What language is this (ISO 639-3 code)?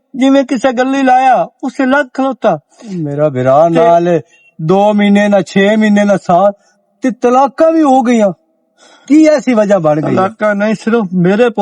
lah